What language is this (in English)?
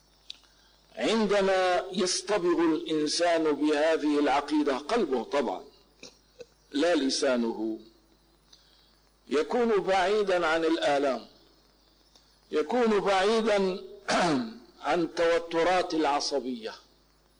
Arabic